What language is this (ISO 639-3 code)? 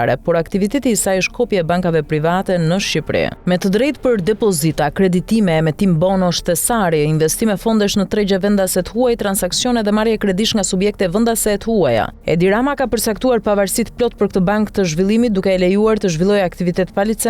sqi